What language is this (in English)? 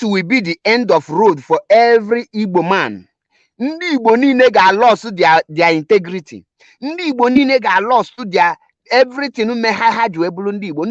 Igbo